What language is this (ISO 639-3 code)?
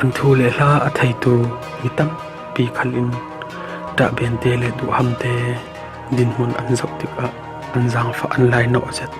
cfm